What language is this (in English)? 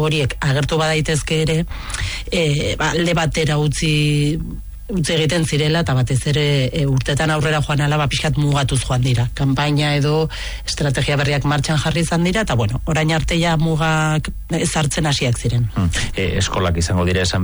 Basque